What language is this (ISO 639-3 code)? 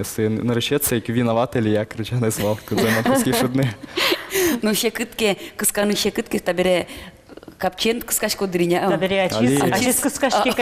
udm